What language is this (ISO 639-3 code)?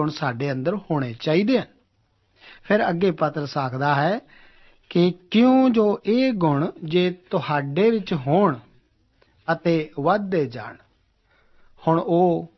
pan